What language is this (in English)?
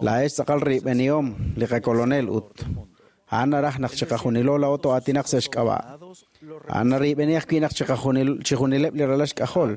Kekchí